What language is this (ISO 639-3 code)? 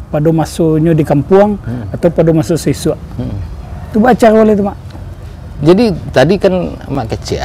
min